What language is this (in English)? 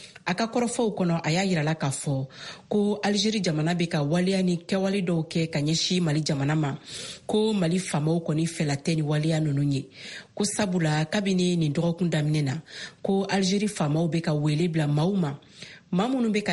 Bambara